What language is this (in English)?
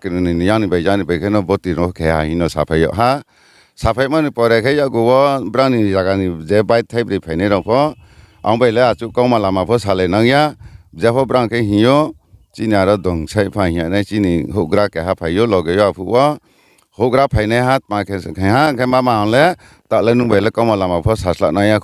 Riang (India)